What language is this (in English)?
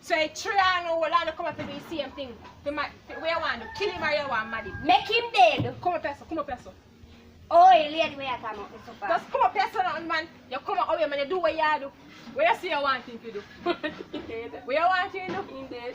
Jamaican Creole English